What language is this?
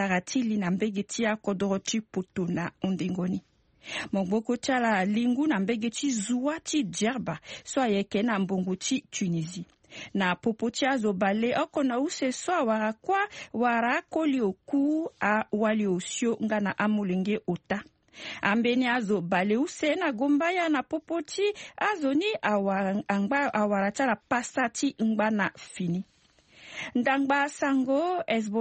Sango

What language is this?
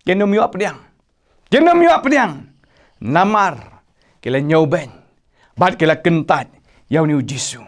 Khasi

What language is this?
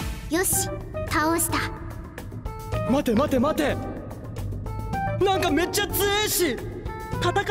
Japanese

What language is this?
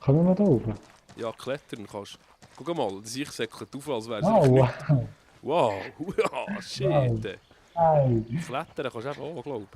Swiss German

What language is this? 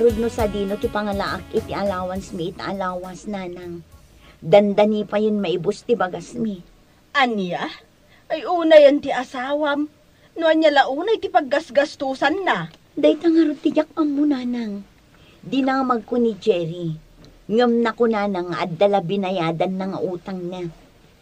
Iloko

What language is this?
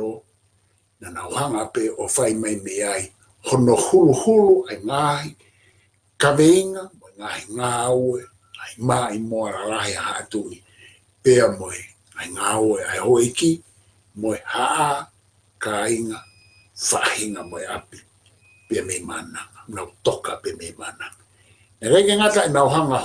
Tongan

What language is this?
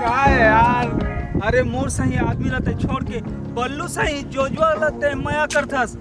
Chhattisgarhi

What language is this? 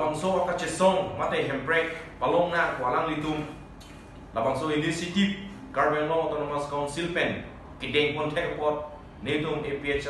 Karbi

